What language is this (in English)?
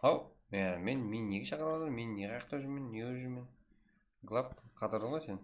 Kara-Kalpak